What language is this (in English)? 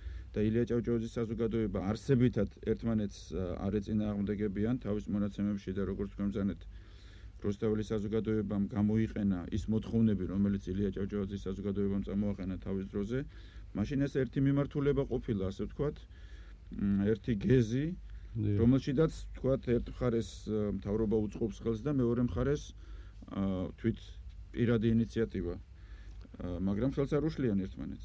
Georgian